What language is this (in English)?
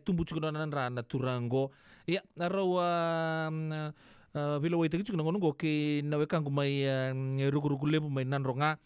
Fijian